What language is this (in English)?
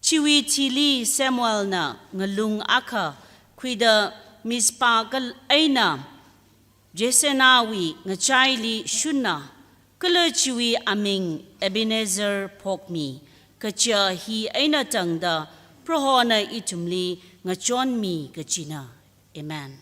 Tangkhul Naga (India)